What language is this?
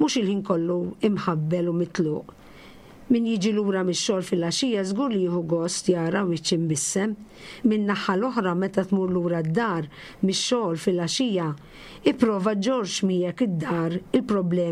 Maltese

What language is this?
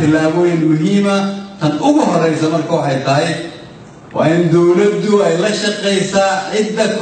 Somali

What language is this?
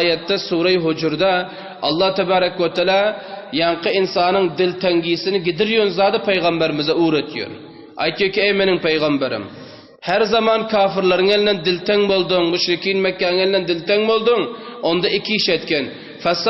Turkmen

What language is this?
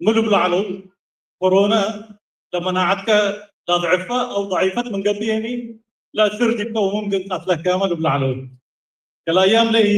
Tigre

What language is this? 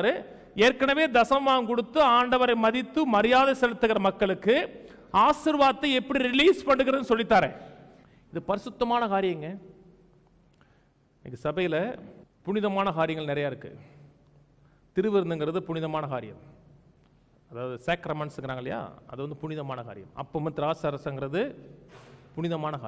Tamil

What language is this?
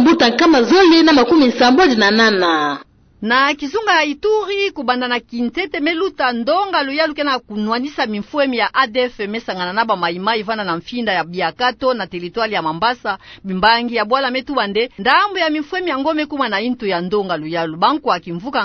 Kituba (Democratic Republic of Congo)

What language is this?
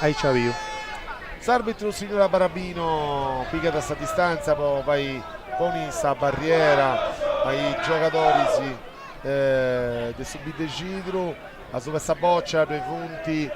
Sardinian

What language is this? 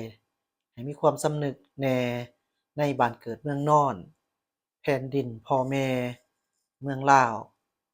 Lao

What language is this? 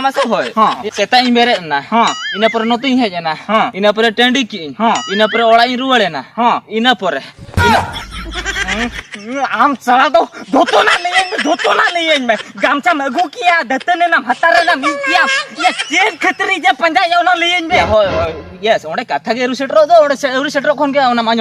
Santali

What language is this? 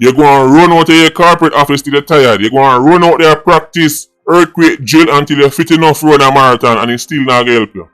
Jamaican Creole English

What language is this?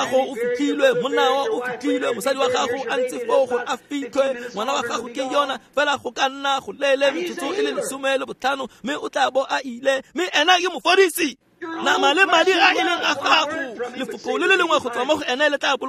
Tswana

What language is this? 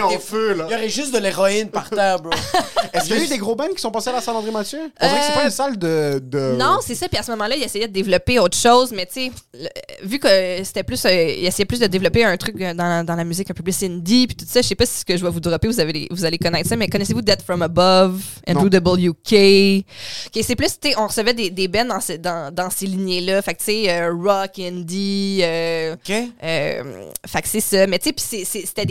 French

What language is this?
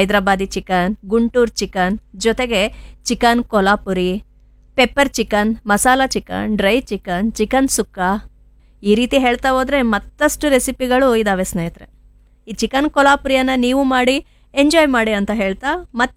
Kannada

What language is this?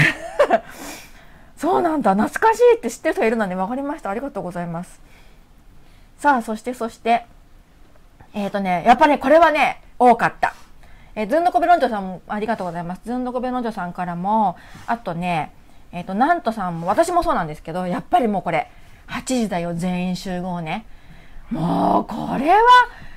Japanese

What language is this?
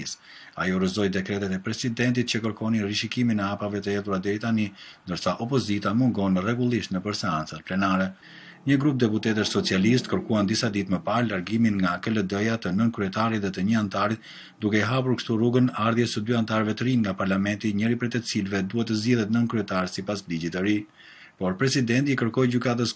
Albanian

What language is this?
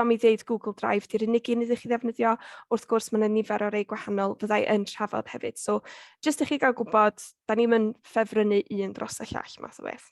Welsh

